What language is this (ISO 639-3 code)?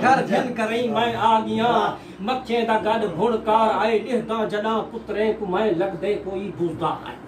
skr